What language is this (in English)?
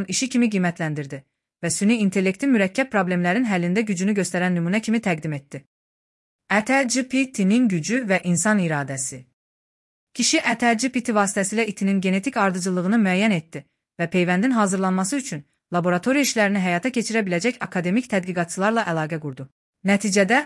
Azerbaijani